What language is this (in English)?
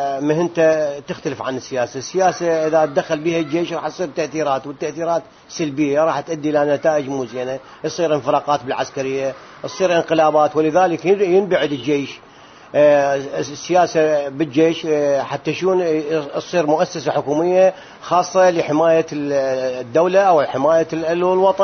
Mesopotamian Arabic